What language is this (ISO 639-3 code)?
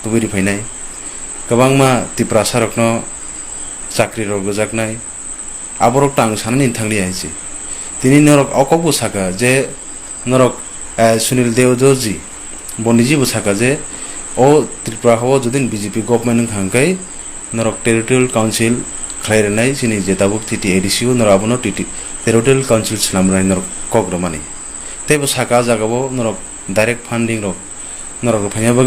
trp